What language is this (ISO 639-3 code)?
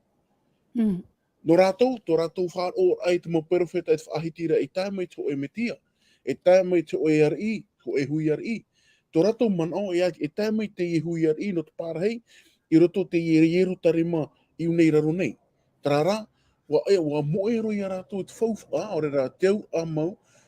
tah